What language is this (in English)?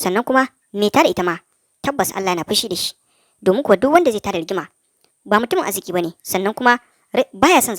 Hausa